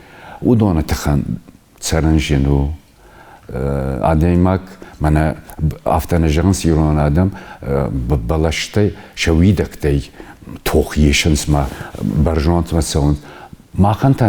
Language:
Ossetic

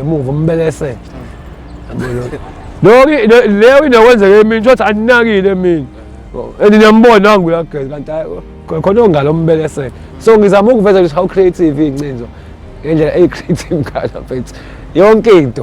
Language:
Zulu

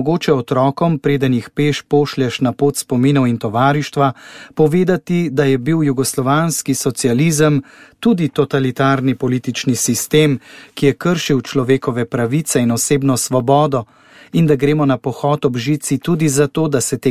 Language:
Slovenian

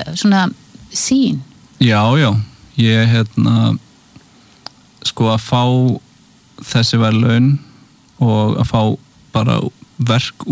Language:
Icelandic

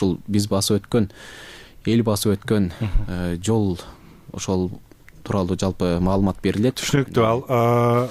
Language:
Kyrgyz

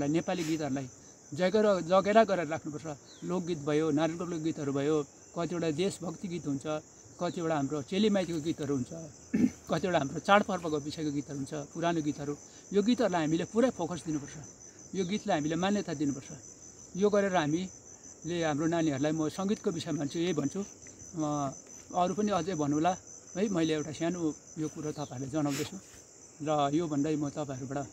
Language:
Nepali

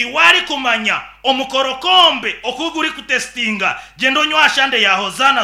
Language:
Nyankole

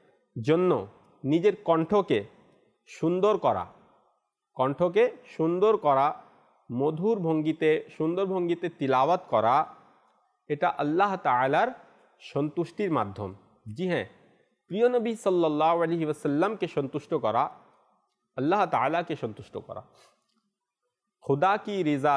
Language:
Bangla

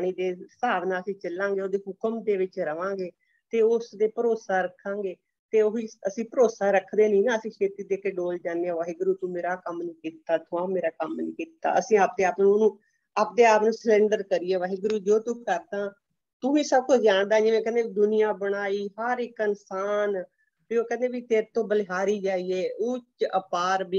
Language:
Punjabi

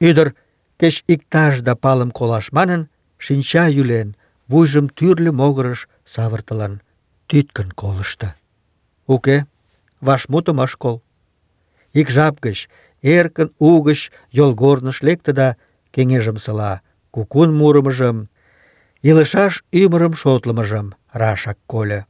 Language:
Mari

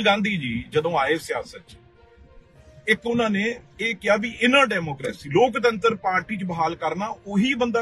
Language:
Punjabi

